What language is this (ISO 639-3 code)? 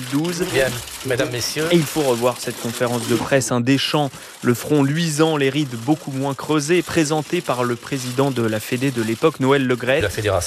fra